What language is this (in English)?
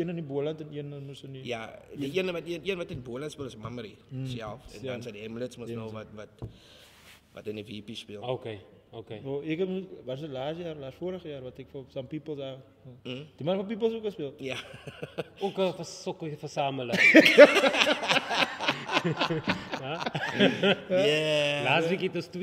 Afrikaans